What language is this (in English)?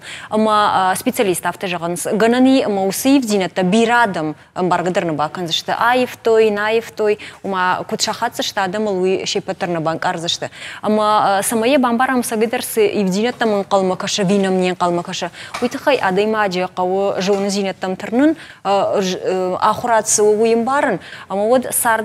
Ossetic